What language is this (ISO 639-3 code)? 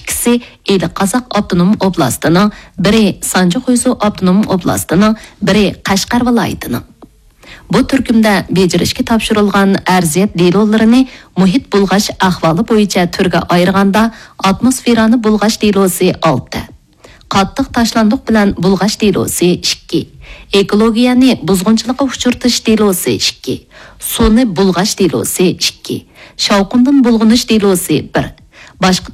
uig